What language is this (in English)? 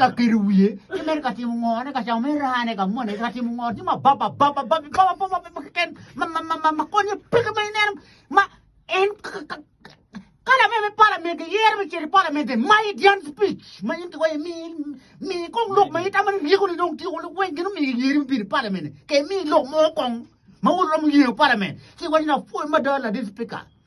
Acoli